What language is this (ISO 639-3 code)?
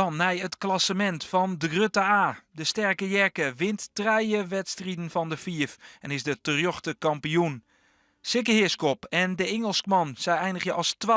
fry